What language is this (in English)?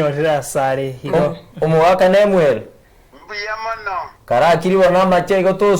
Gusii